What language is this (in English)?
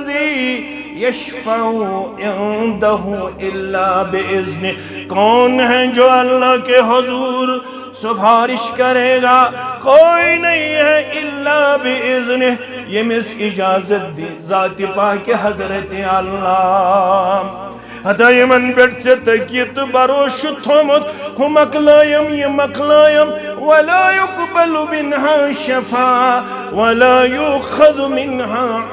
Kashmiri